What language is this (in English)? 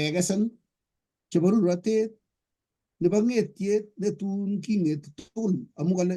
Kalenjin